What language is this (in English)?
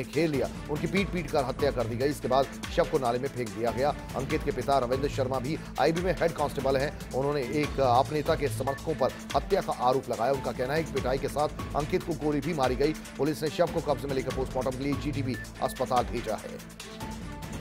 Hindi